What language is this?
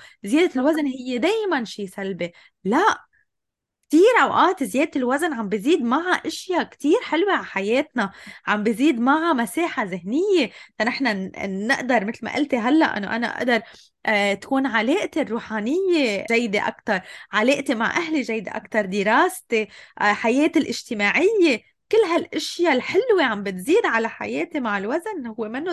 North Levantine Arabic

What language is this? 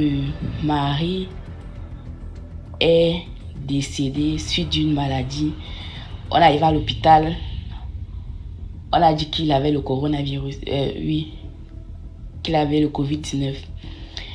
French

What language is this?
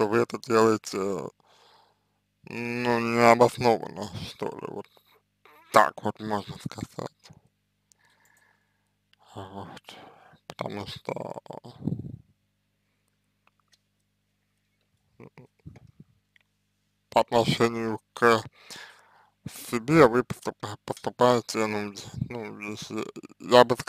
Russian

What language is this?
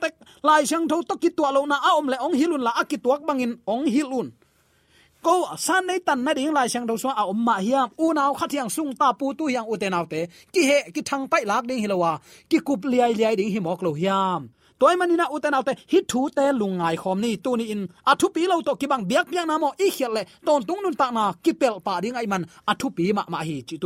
Tedim Chin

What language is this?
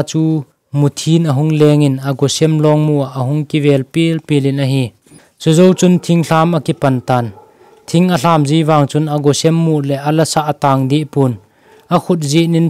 Thado Chin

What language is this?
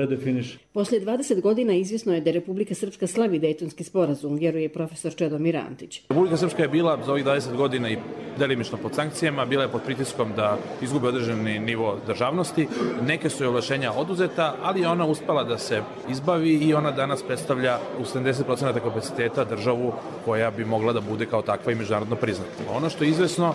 Bosnian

